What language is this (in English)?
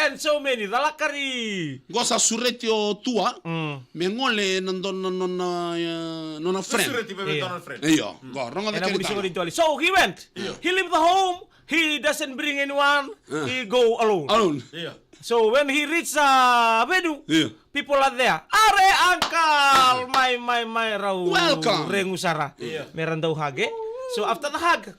Fijian